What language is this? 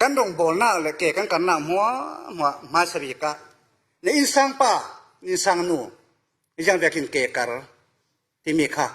Falam Chin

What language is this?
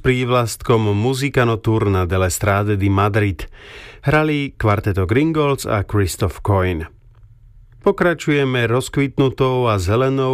Slovak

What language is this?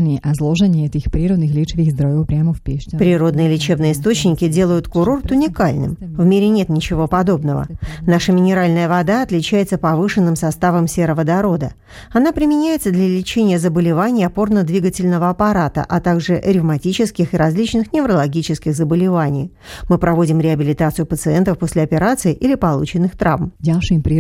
Russian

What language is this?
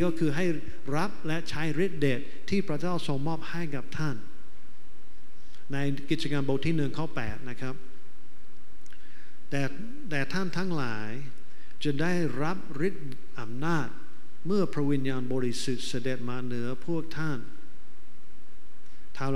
Thai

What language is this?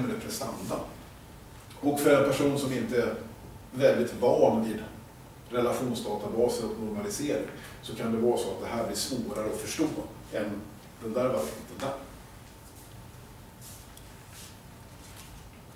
Swedish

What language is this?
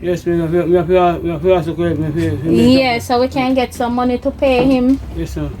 Jamaican Creole English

